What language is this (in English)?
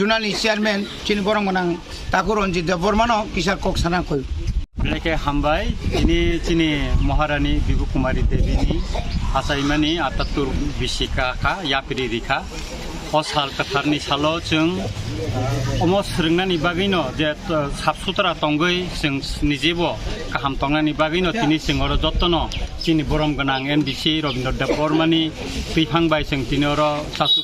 Kok Borok